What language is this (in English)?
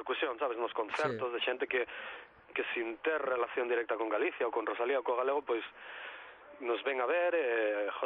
Galician